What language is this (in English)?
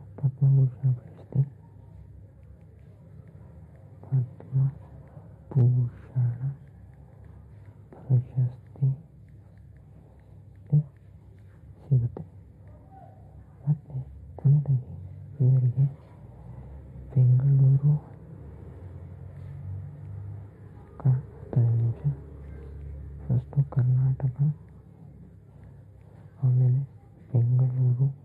Kannada